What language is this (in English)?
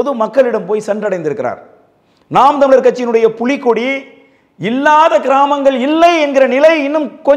Tamil